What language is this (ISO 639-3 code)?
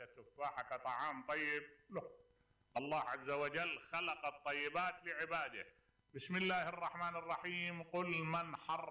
acm